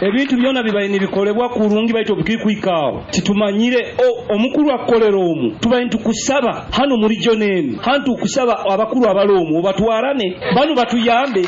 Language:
Nyoro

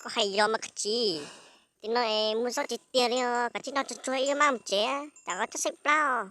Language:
Hmong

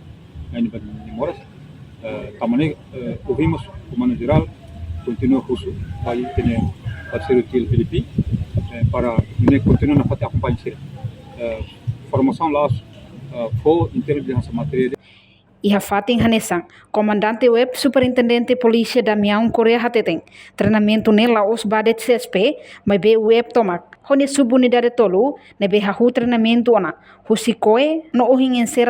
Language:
Tetum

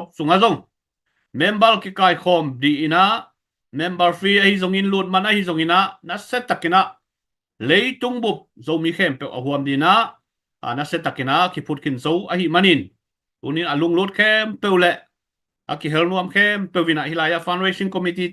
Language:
Tedim Chin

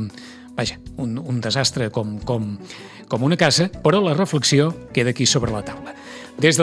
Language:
Catalan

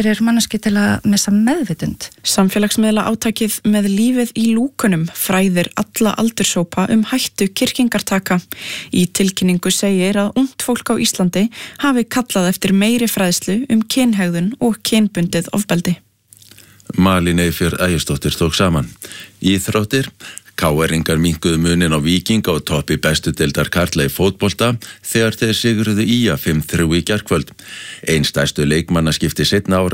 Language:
Icelandic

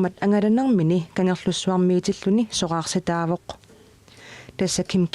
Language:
Kalaallisut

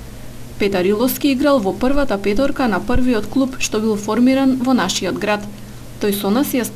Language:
Macedonian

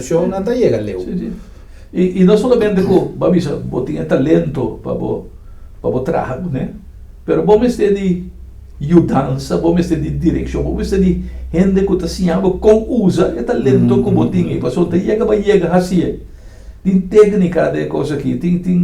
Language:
Papiamento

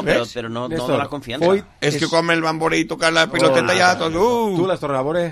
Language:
Catalan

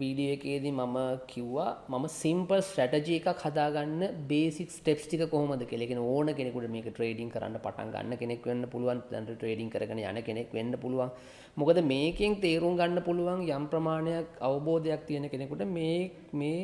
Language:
Sinhala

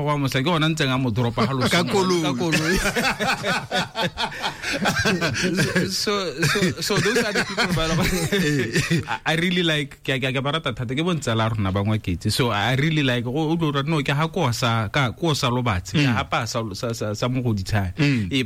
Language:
Tswana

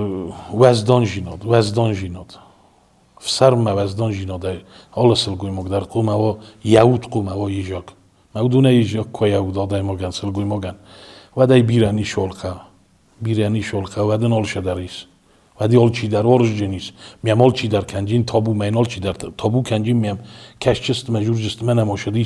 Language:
Ossetic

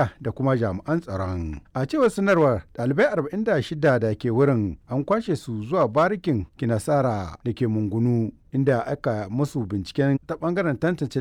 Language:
Hausa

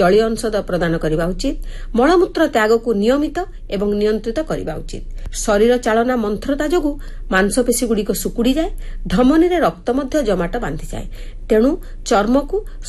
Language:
Odia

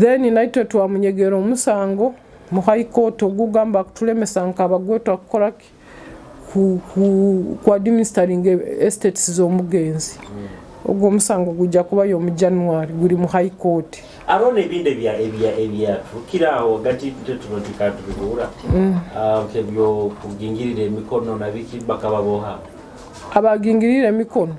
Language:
Nyoro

